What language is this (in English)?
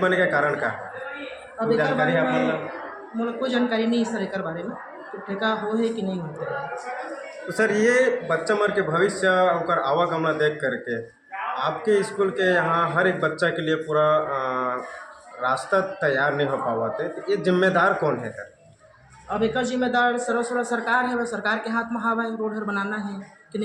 Chhattisgarhi